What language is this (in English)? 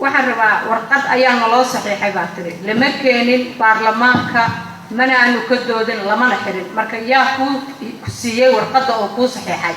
Somali